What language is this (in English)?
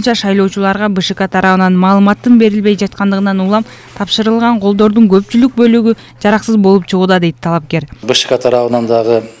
Kyrgyz